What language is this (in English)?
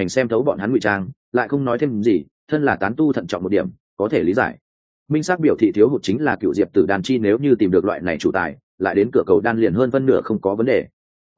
Vietnamese